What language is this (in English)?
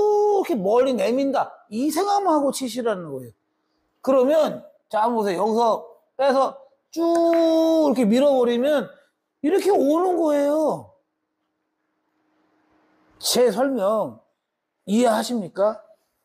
Korean